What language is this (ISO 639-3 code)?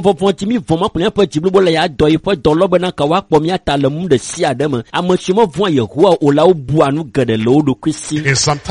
ewe